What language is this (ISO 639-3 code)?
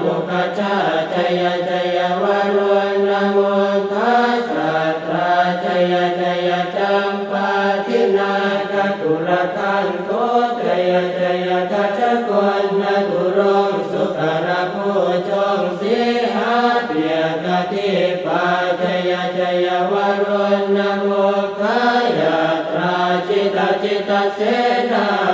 pli